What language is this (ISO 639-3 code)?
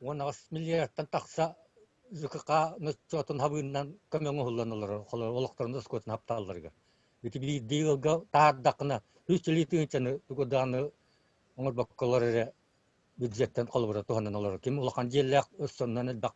sah